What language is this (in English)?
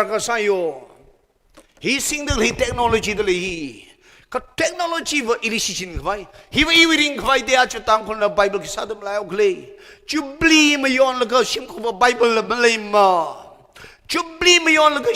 Tangkhul Naga (India)